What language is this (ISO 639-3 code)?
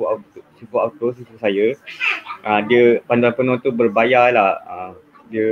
msa